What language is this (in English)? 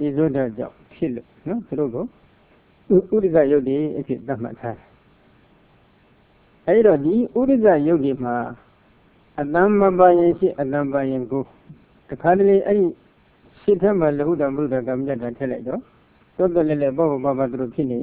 Burmese